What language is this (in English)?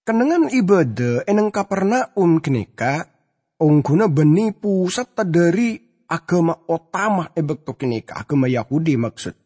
Madurese